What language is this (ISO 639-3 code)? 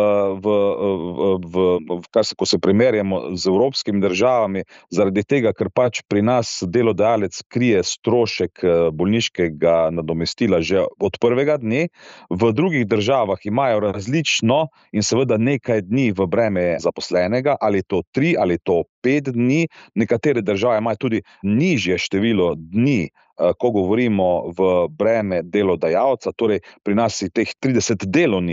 slv